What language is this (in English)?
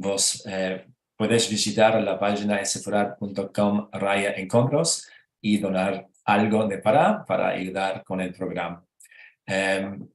Ladino